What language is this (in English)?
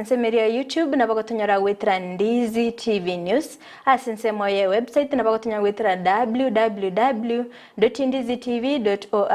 Gusii